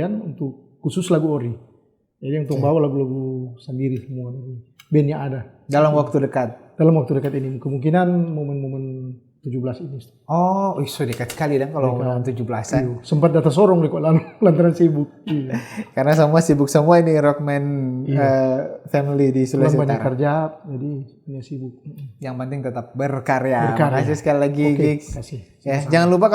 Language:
Manado Malay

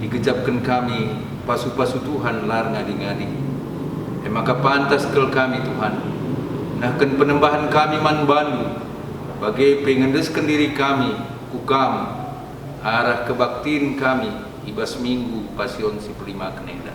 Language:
Batak Karo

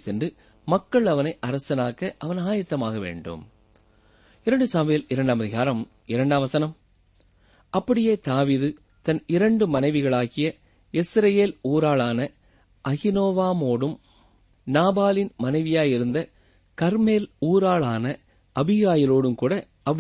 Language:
Tamil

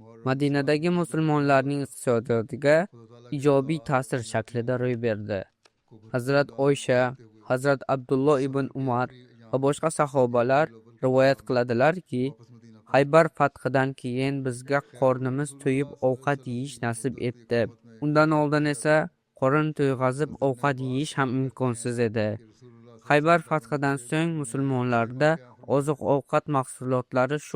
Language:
Uzbek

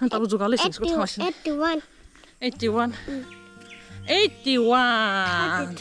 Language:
Kok Borok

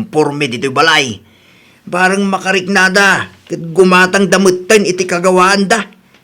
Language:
Iloko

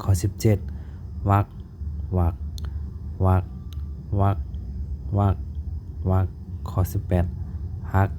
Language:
Shan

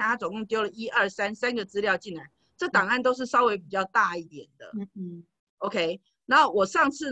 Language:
Chinese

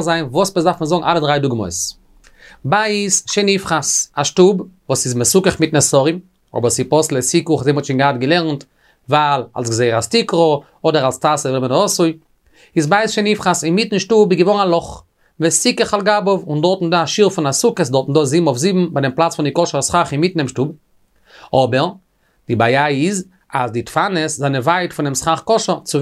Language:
Yiddish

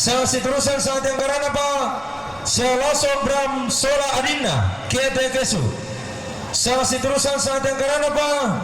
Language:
Toraja-Sa'dan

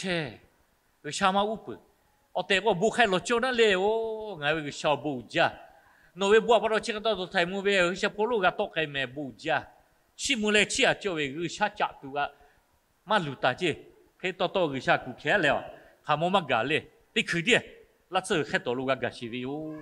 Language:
Lahu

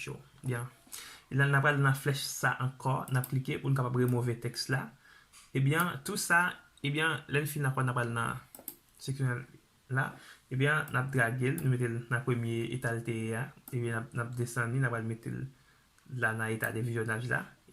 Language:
Haitian Creole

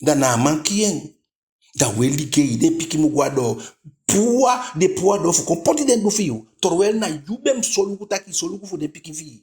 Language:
Eastern Maroon Creole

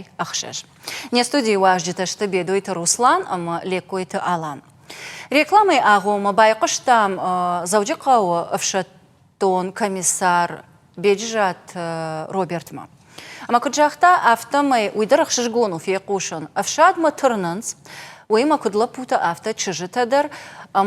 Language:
Ossetic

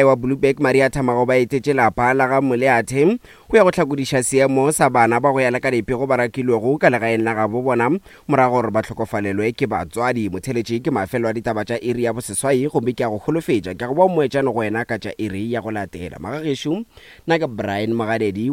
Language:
Northern Sotho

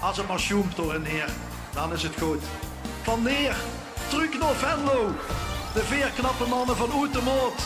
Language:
Limburgish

